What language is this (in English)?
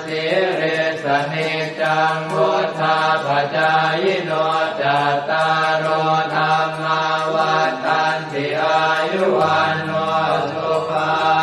Pali